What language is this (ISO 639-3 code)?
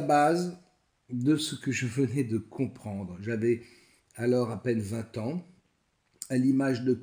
fra